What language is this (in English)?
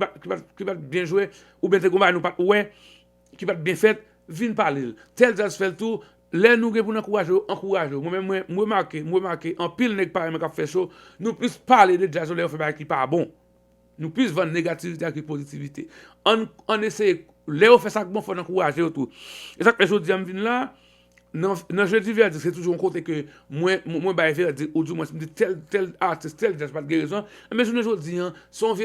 Haitian Creole